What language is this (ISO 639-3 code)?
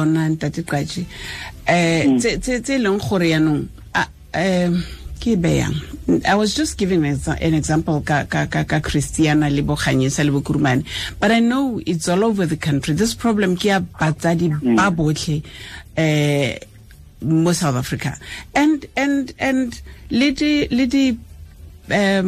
tsn